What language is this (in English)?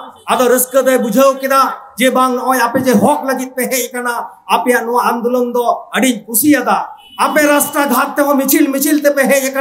Santali